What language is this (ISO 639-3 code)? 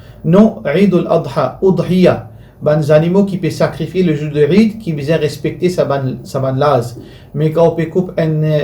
mfe